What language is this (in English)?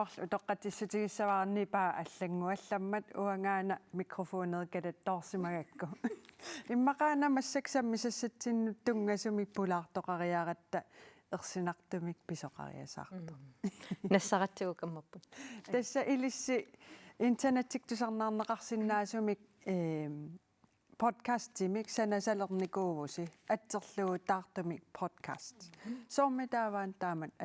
Kalaallisut